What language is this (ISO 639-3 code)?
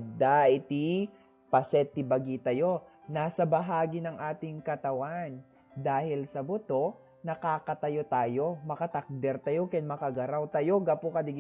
ilo